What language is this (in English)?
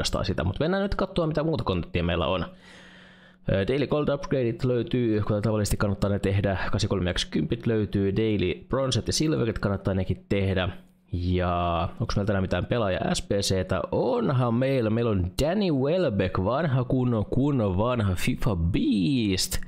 Finnish